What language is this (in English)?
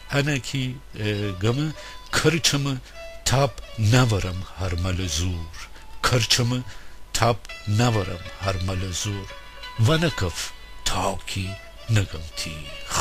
Gilaki